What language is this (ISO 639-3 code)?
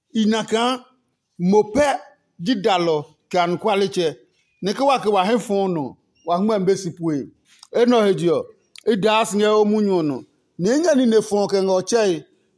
ada